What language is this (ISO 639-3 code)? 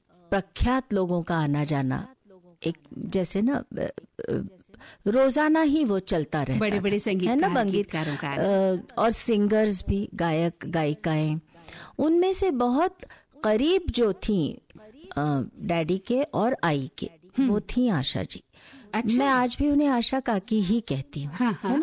hin